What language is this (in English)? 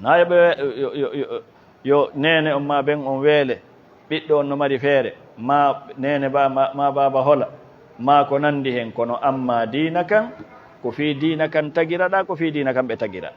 Fula